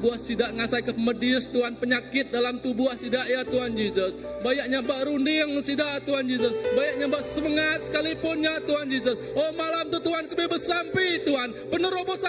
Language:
Iban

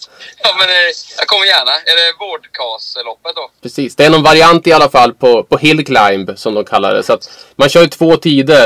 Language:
Swedish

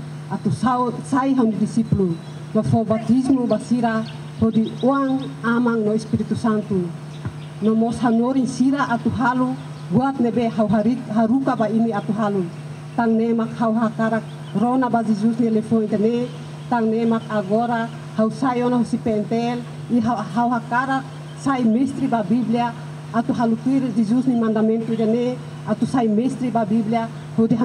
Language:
Tetum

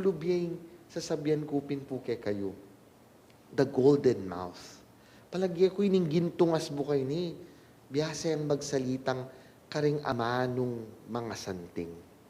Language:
Pampanga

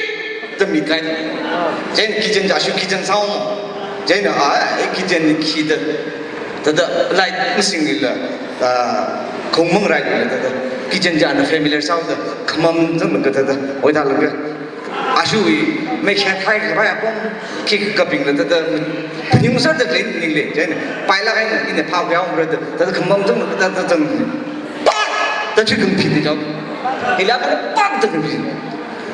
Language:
Tangkhul Naga (India)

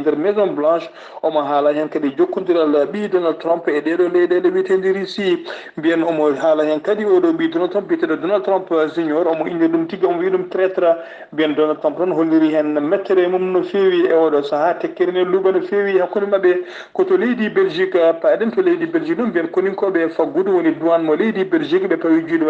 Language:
Fula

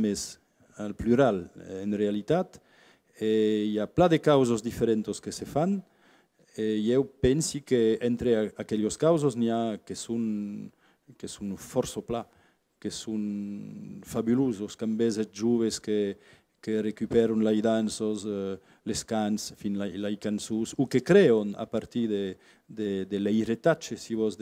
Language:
Occitan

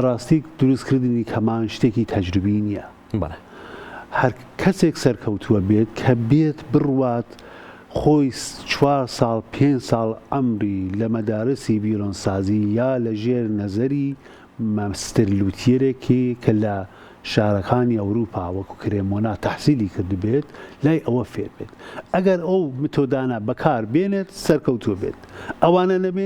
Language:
Central Kurdish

